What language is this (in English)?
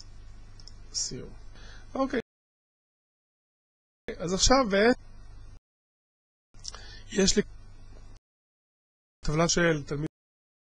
Hebrew